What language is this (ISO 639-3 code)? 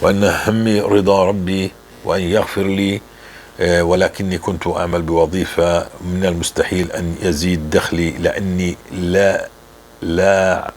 apc